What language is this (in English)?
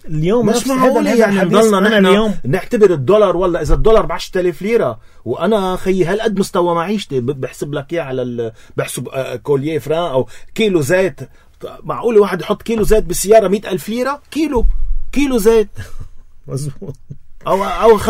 North Levantine Arabic